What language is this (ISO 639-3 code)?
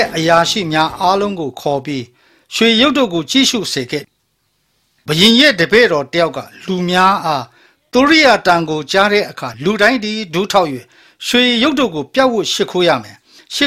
mya